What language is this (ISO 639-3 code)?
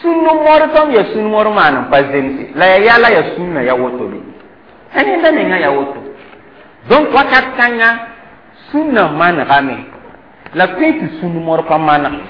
mos